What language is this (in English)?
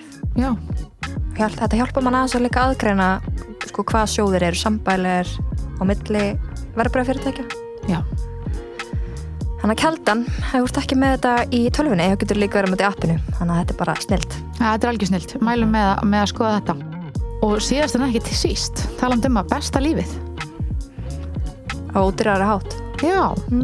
Icelandic